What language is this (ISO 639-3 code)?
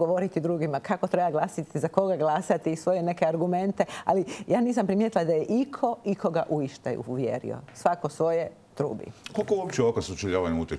hrv